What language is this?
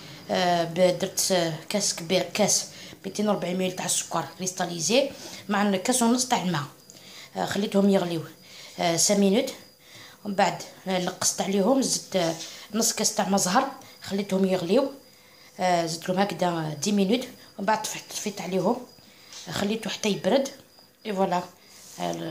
Algerian Arabic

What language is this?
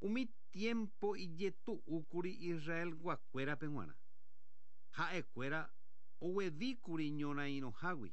Guarani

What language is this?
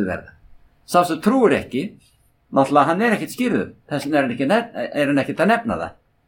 Icelandic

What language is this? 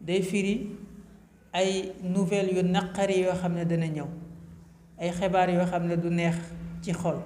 Wolof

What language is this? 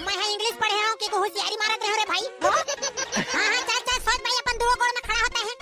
Chhattisgarhi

